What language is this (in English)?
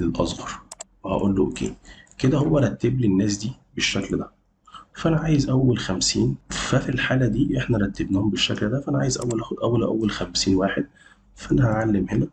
Egyptian Arabic